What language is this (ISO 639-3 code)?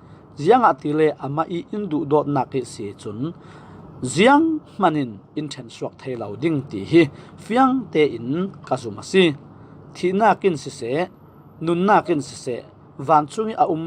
cfm